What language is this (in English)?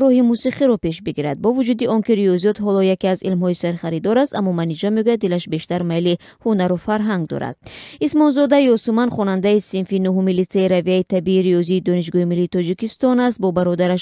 Tajik